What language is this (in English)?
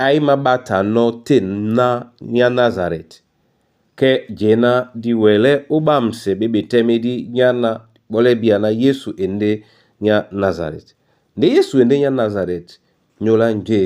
Duala